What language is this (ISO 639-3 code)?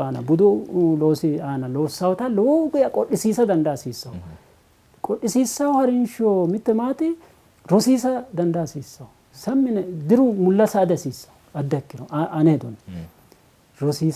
sid